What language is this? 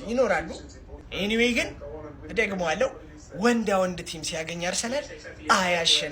Amharic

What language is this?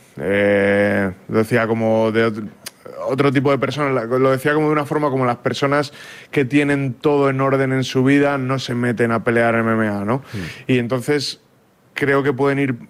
Spanish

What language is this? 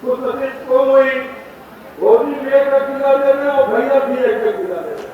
Chhattisgarhi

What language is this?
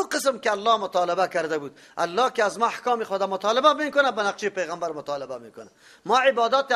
Persian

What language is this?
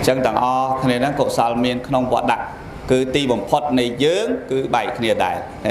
Khmer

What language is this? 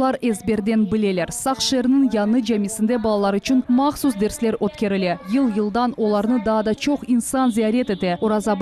Crimean Tatar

